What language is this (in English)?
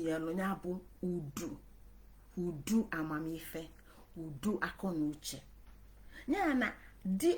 Igbo